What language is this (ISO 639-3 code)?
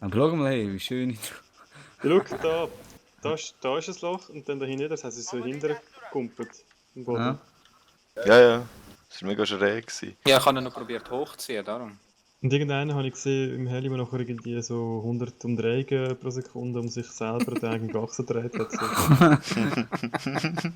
gsw